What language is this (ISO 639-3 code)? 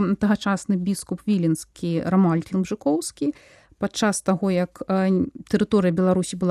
bel